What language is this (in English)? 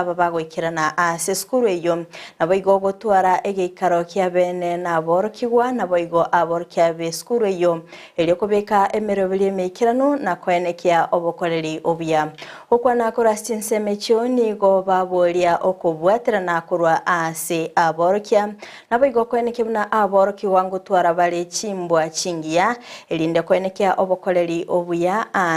Gusii